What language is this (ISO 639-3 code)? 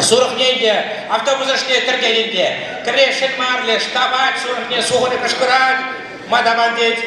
chv